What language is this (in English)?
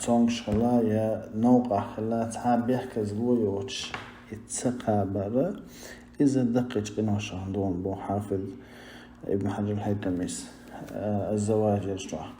Chechen